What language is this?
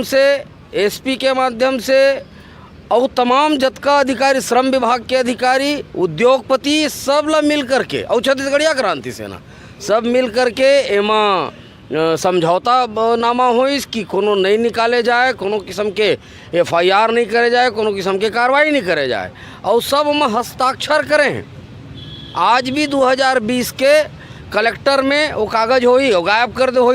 Chhattisgarhi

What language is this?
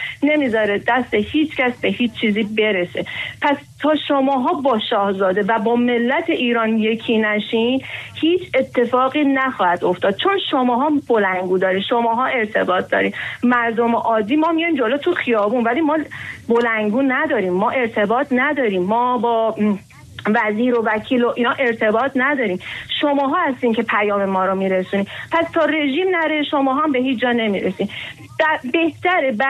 Persian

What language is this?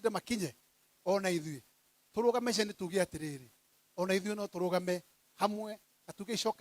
Kikuyu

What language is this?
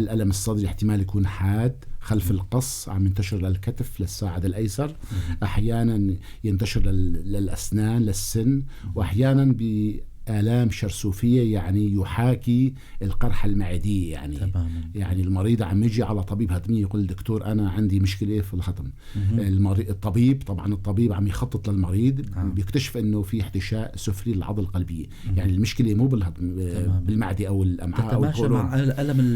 North Levantine Arabic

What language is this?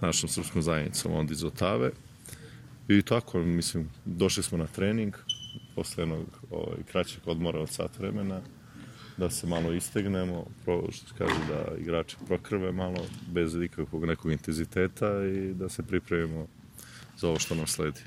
Serbian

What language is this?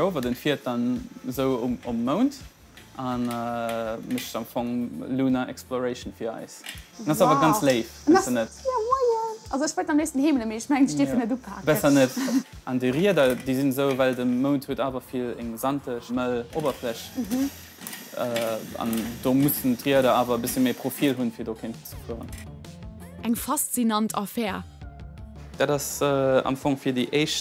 Luxembourgish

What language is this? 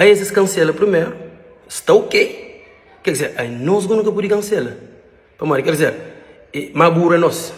Kabuverdianu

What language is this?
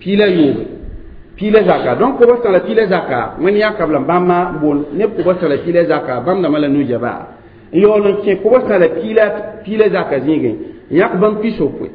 Mossi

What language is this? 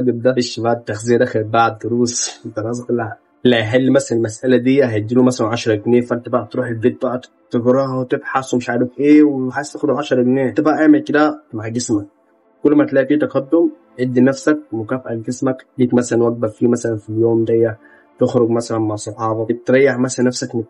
Egyptian Arabic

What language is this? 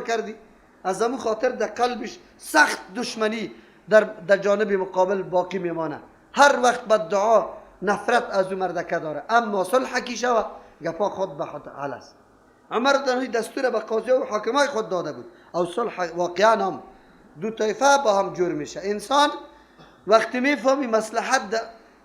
Persian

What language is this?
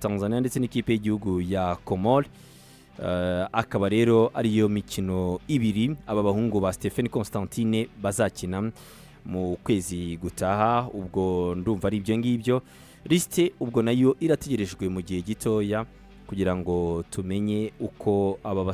Kinyarwanda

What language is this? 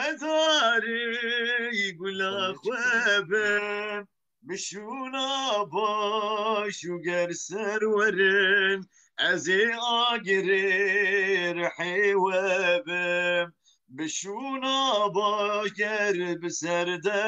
Kurdish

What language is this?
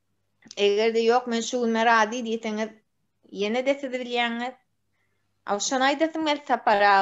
Turkmen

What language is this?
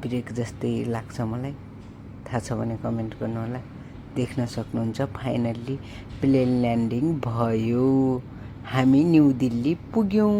Nepali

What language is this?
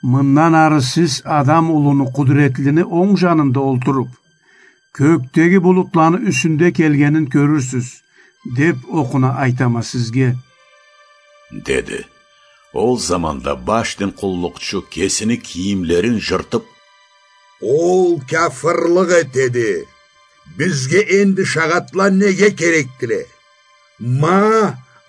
Karachay-Balkar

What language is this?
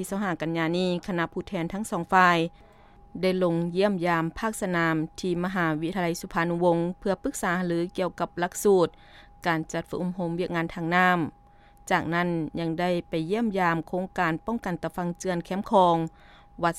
Lao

